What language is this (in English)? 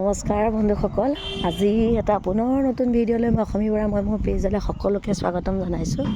Assamese